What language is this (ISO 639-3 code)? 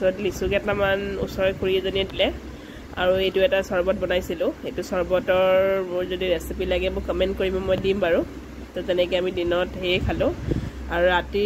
asm